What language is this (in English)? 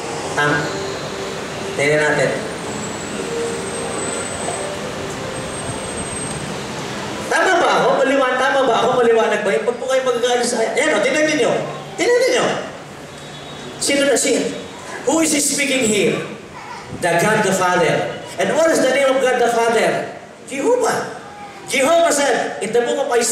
Filipino